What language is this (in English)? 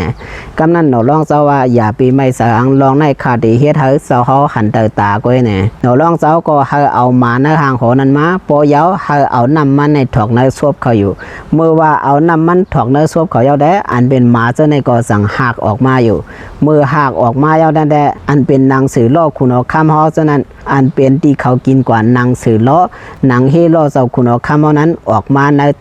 Shan